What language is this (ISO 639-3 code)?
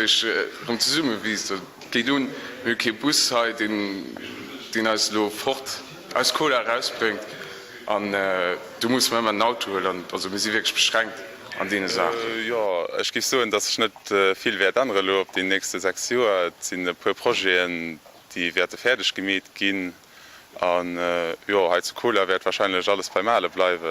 ltz